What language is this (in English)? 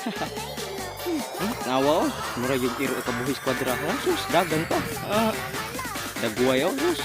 Cebuano